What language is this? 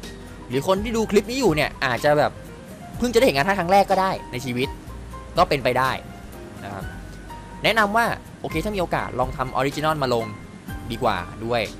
Thai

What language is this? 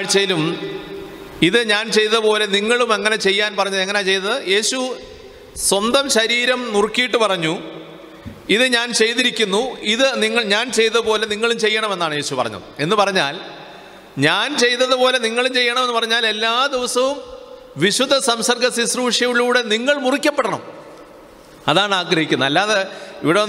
Malayalam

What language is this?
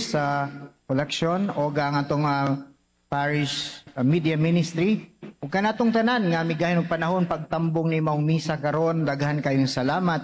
Cebuano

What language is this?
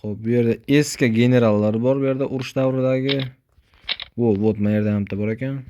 Uzbek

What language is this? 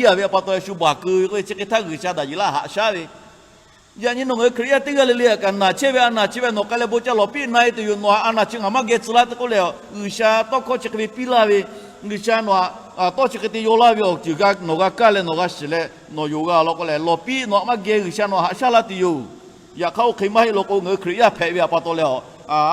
Lahu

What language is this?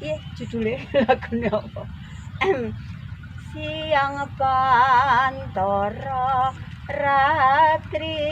Javanese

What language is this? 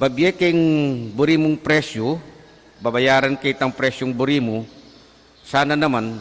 Pampanga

